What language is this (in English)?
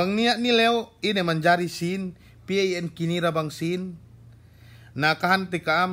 Yakan